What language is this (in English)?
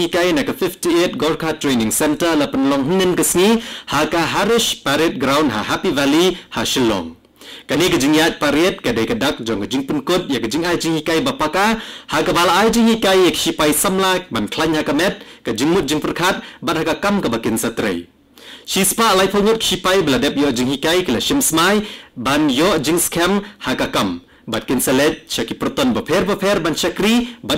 Khasi